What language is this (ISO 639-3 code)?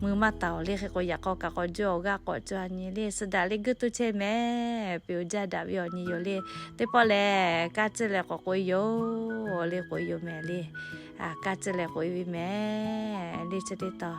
lhu